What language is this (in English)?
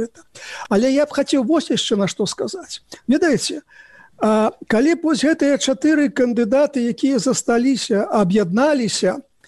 Belarusian